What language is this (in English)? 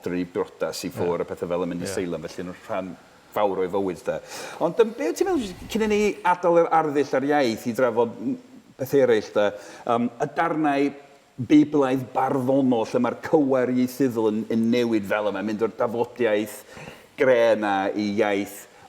Welsh